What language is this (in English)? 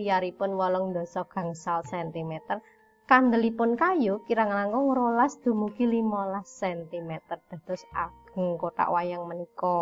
Javanese